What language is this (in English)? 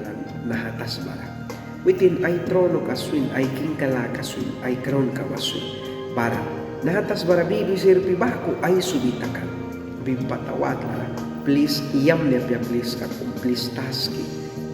Mískito